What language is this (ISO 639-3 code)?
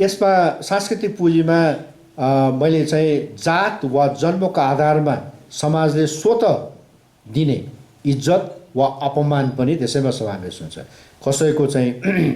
nep